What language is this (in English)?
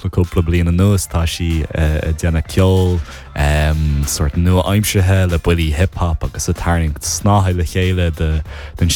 Irish